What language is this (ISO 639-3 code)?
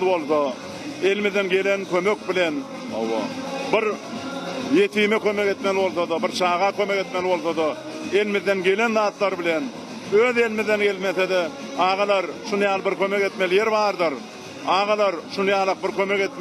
tuk